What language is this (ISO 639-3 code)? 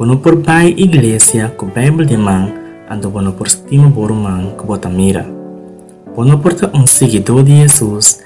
pap